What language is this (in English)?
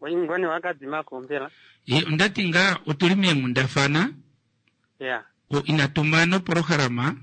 Kuanyama